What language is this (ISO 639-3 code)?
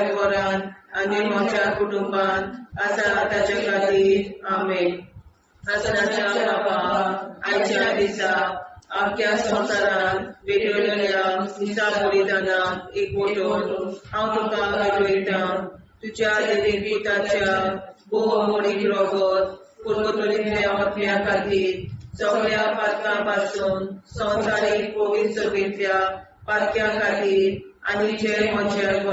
kok